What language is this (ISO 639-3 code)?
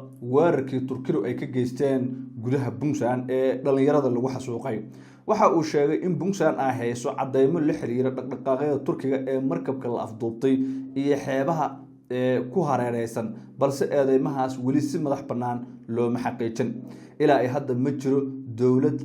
som